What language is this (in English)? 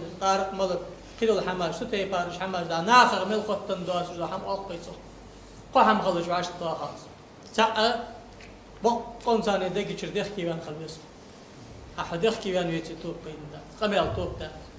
Ingush